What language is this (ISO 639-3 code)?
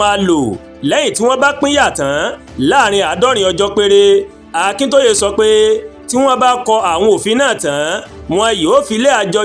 yor